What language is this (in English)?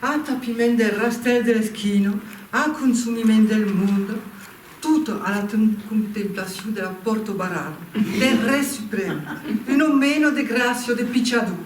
Occitan